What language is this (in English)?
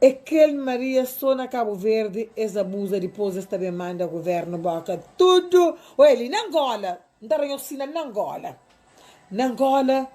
Kabuverdianu